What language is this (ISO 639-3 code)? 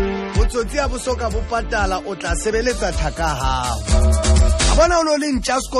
sot